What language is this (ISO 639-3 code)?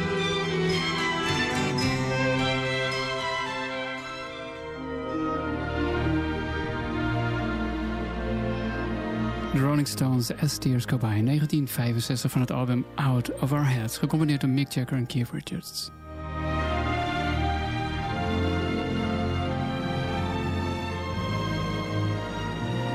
nld